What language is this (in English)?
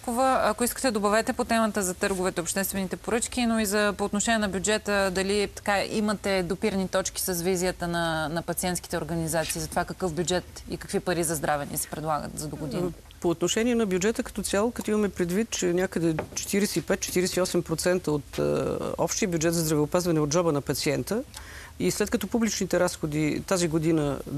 Bulgarian